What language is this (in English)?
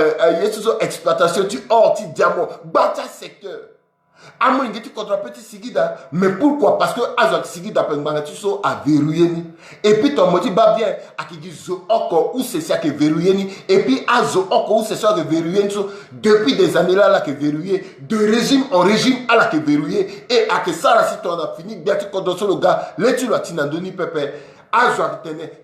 Sango